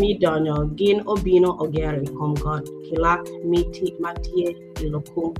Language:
Acoli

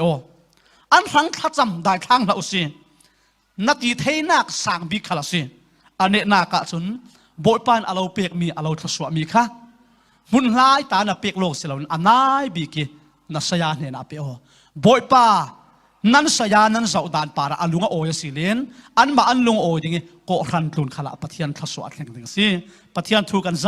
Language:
Falam Chin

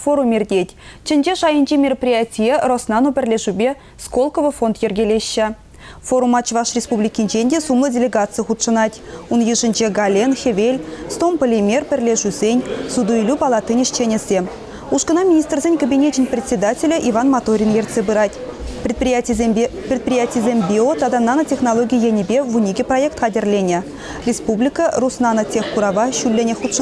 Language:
Chuvash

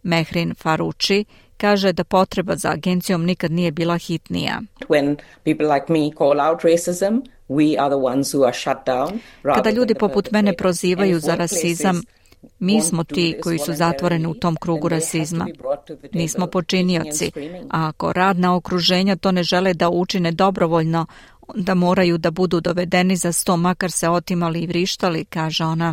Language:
Serbian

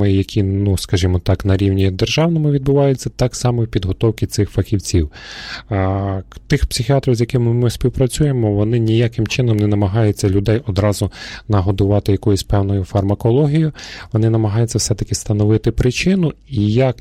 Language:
Ukrainian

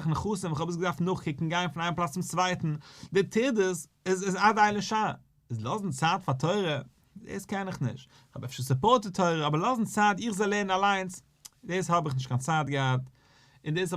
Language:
Yiddish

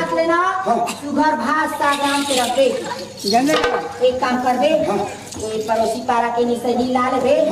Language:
Chhattisgarhi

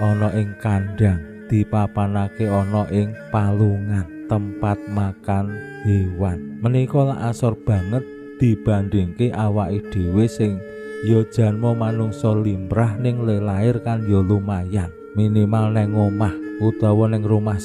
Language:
Javanese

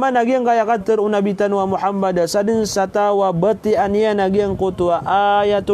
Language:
Maranao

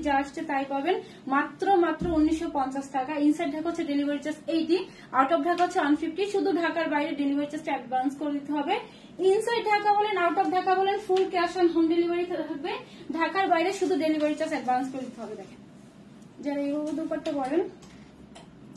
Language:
Bangla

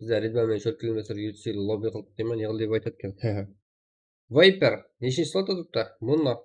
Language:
Kara-Kalpak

